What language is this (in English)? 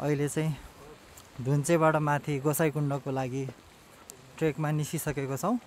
Nepali